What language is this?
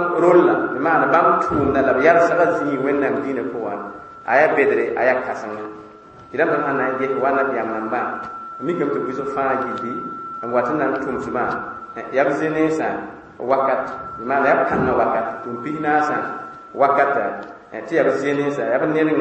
Mossi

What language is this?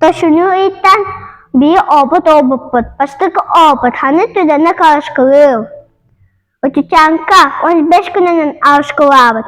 Yakut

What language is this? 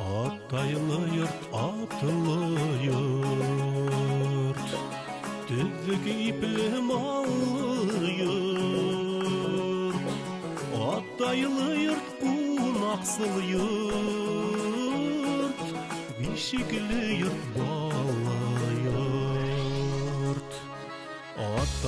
Bashkir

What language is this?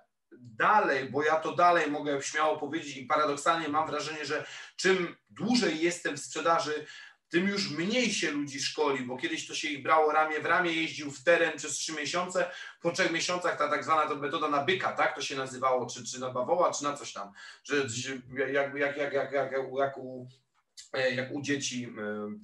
Polish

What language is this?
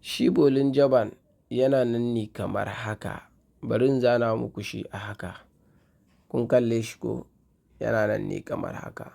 Hausa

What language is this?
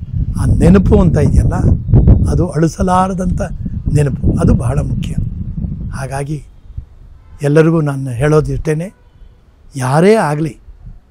Kannada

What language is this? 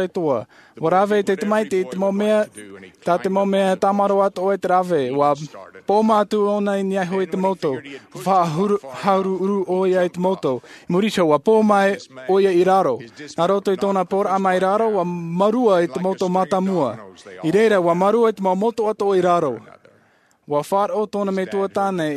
Tahitian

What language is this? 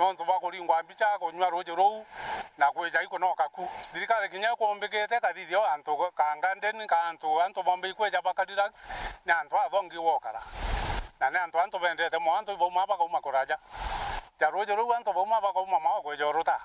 Meru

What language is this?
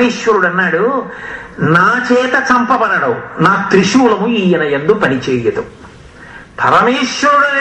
Telugu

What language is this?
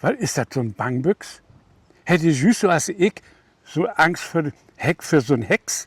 Low German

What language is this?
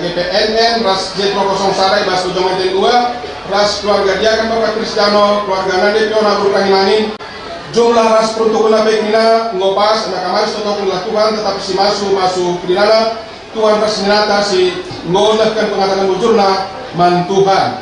Batak Karo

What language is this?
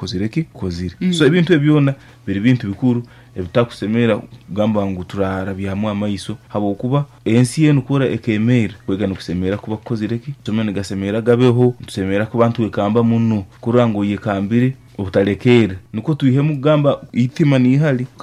Nyankole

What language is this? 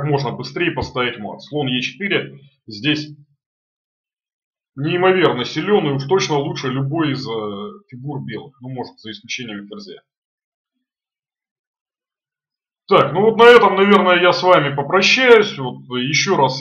Russian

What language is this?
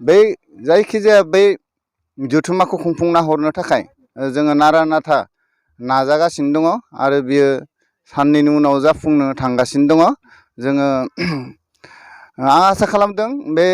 Bodo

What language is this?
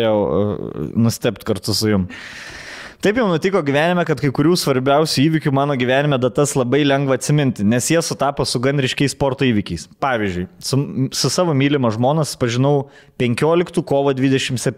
Lithuanian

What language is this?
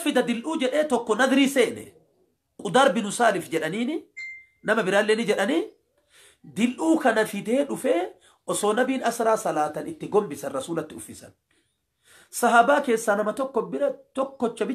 Oromo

